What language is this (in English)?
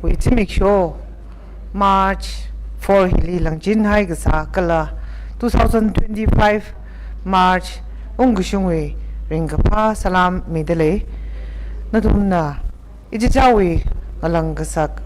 Tangkhul Naga (India)